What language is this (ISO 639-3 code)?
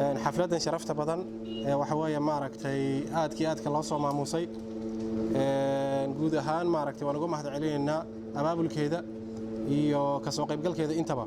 som